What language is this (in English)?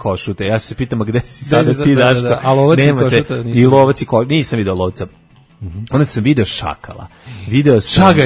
Serbian